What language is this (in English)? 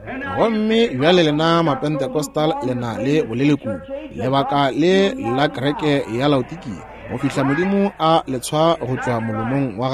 Northern Sotho